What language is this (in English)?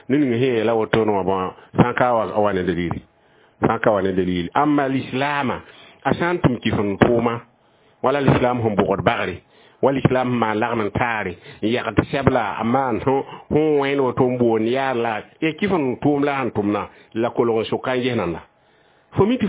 Mossi